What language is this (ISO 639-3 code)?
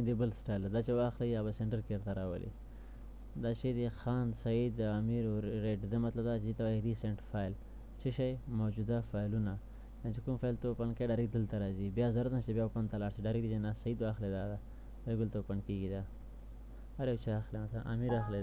pus